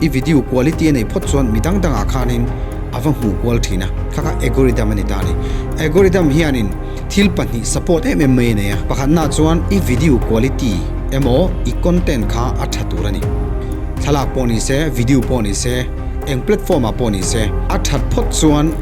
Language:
Mizo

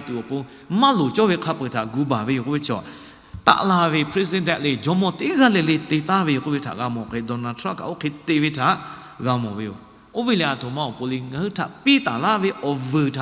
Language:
Lahu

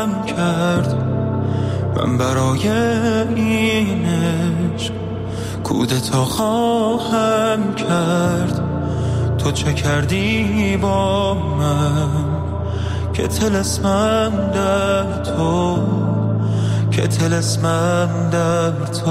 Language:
Persian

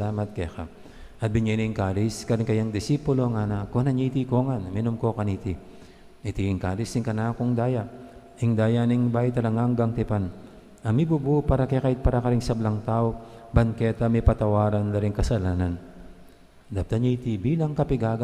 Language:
Pampanga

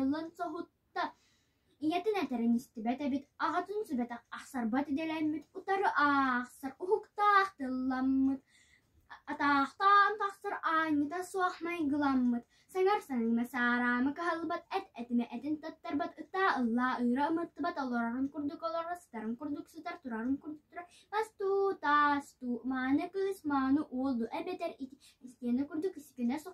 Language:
Yakut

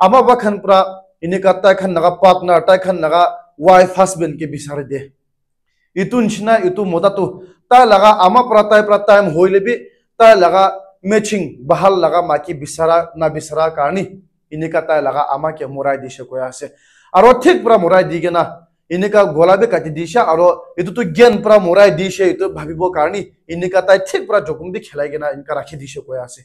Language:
Naga Pidgin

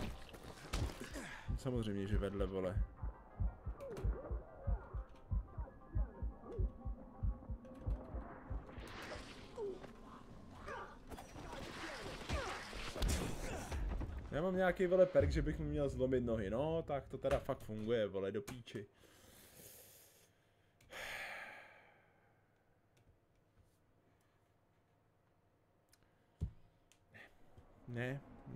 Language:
Czech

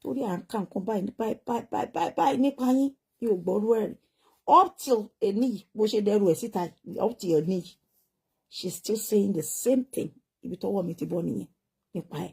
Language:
Yoruba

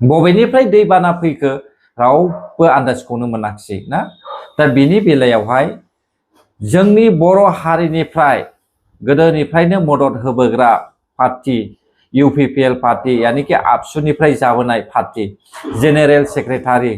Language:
Bodo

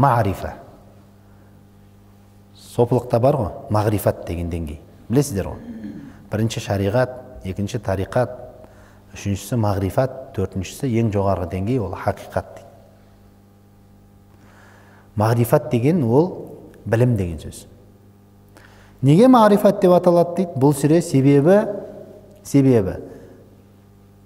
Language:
Kazakh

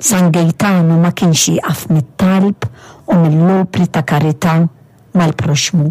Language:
Maltese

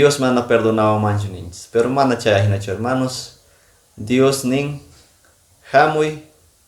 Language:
Quechua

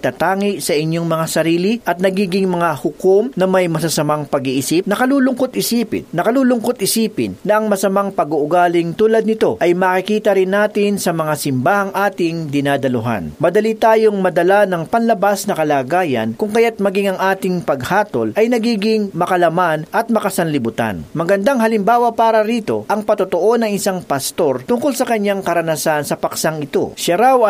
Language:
Filipino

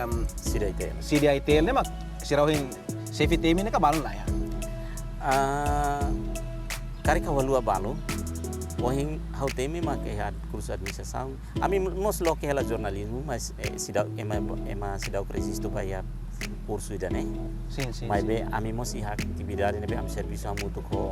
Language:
Tetum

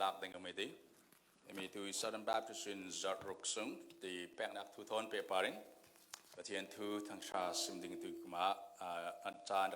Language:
Falam Chin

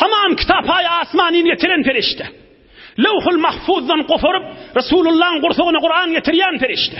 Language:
Turkmen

